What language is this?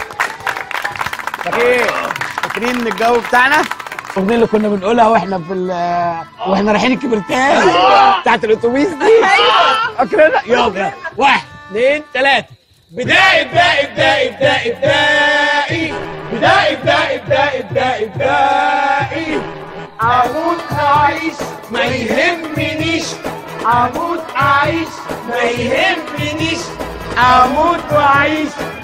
Egyptian Arabic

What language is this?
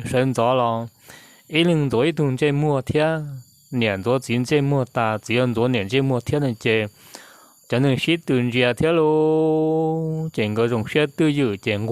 Hmong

